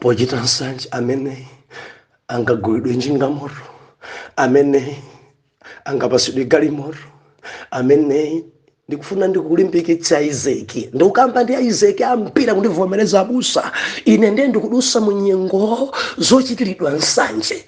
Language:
Nyanja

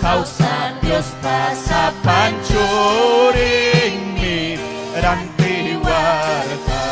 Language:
Ayacucho Quechua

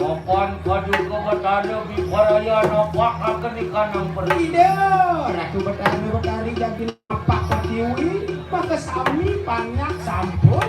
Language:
Balinese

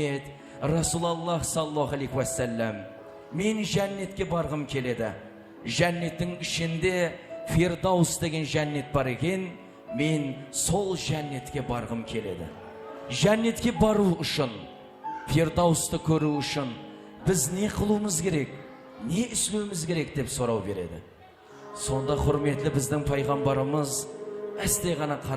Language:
Kara-Kalpak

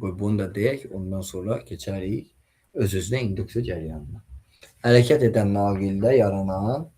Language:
Azerbaijani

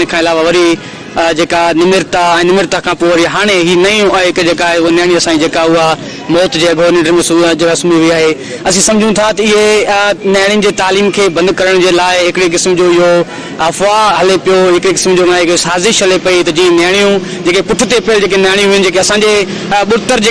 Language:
Sindhi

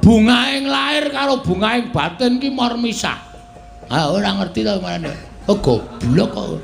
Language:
Javanese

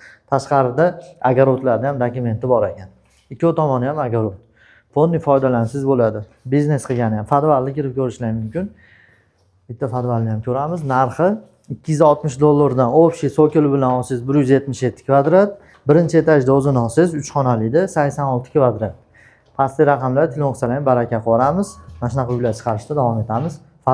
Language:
Uzbek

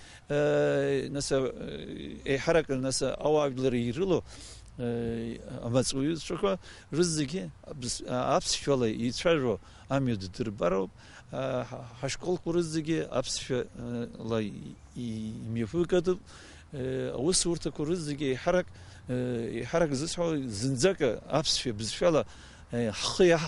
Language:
Abkhazian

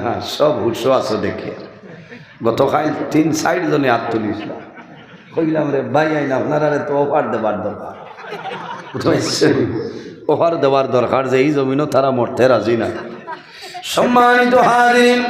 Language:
Sylheti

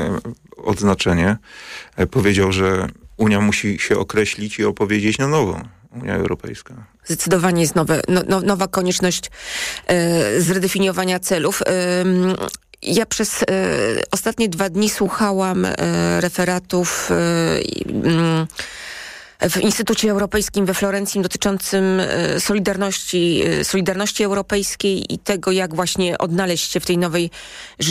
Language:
Polish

